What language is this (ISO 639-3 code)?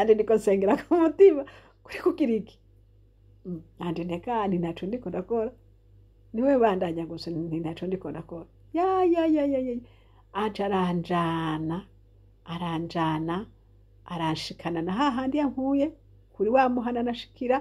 run